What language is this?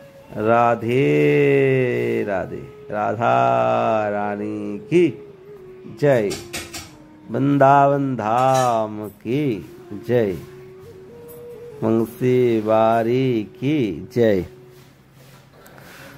Bangla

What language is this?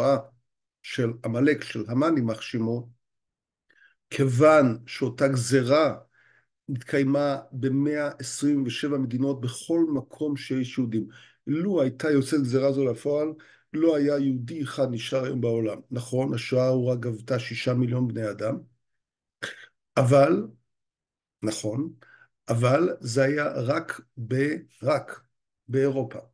Hebrew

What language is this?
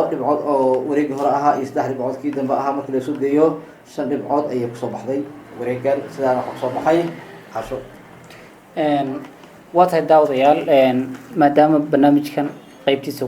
Somali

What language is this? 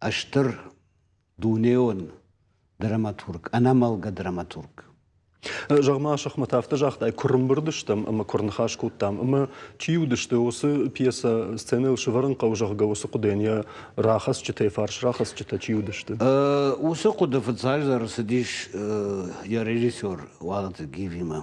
Ossetic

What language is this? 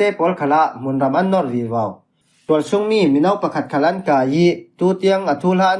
Falam Chin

